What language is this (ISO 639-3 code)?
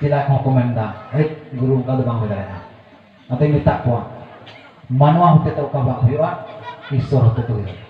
sat